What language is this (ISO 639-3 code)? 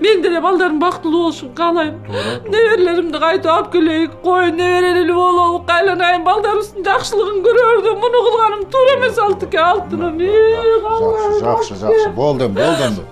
kir